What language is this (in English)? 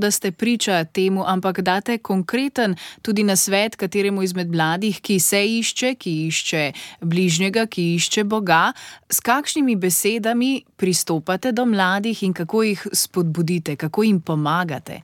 Slovenian